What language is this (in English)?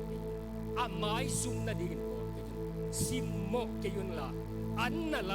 Tedim Chin